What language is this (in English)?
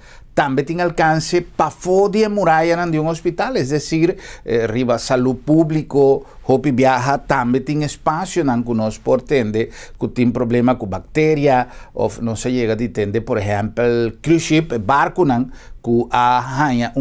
Papiamento